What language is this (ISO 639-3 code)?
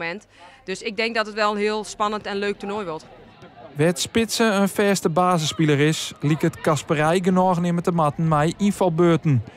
fry